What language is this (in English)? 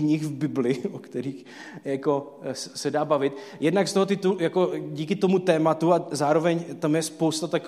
Czech